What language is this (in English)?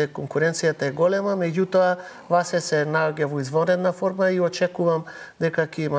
Macedonian